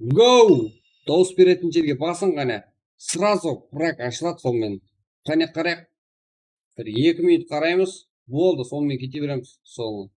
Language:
Kara-Kalpak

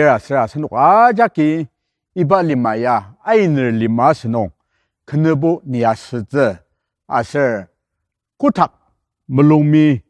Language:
Ao Naga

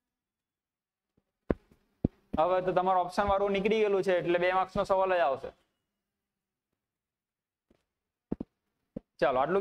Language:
Gujarati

